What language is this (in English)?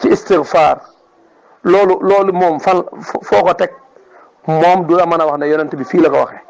Wolof